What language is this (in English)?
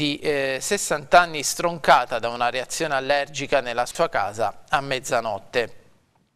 Italian